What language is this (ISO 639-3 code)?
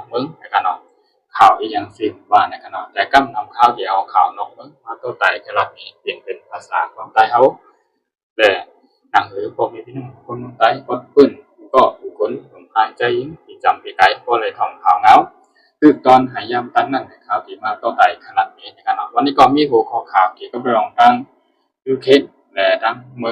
shn